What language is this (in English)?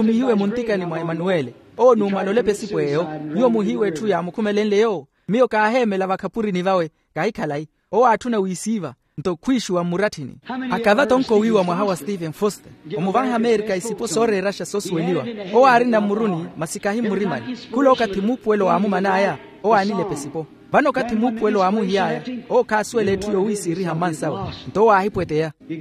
Makhuwa